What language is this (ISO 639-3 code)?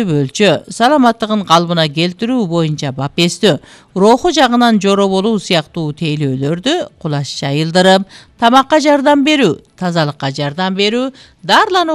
kir